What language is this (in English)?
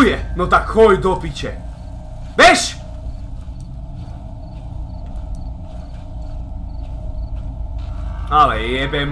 Slovak